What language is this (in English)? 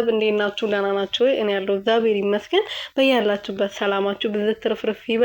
Amharic